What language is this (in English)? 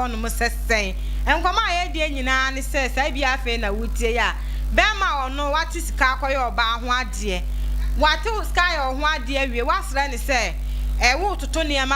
Akan